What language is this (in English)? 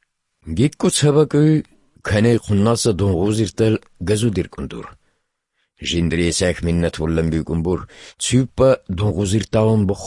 Avaric